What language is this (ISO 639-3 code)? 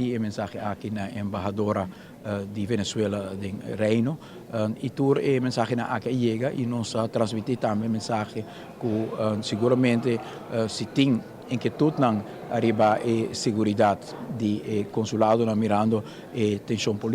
pap